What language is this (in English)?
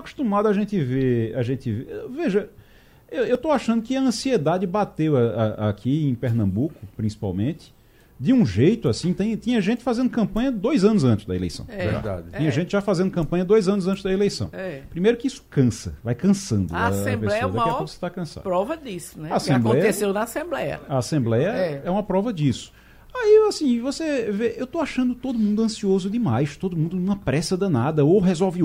Portuguese